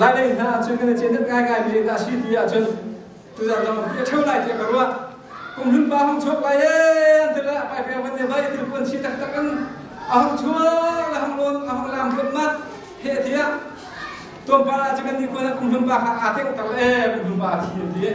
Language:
Hakha Chin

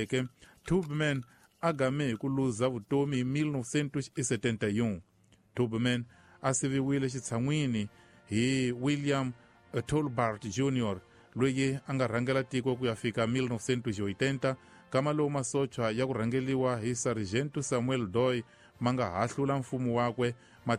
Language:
Tsonga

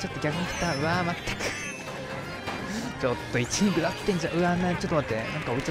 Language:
Japanese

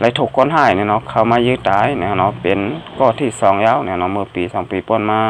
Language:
Shan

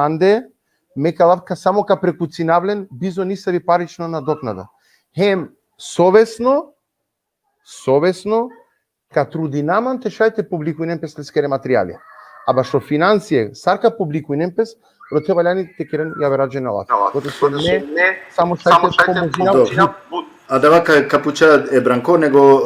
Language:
Balkan Romani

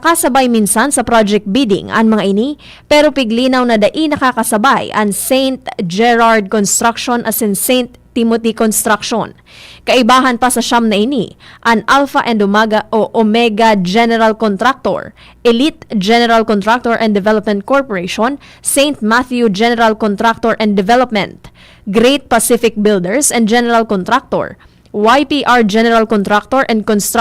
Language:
Bikol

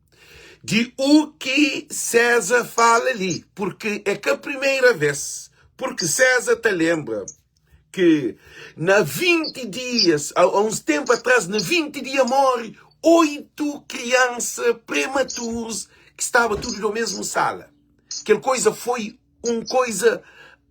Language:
Kabuverdianu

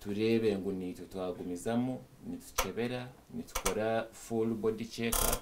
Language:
Nyankole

